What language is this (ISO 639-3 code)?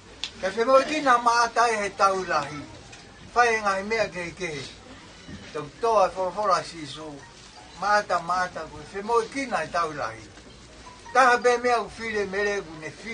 ton